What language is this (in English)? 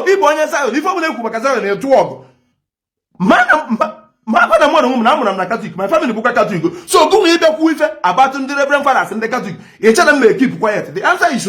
Igbo